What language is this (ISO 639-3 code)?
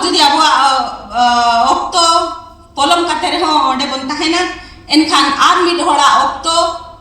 sat